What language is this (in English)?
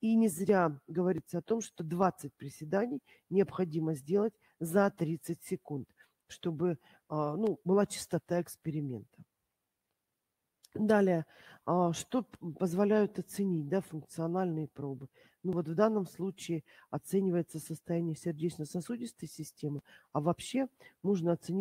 Russian